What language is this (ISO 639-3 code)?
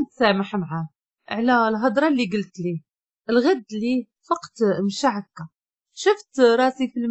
ary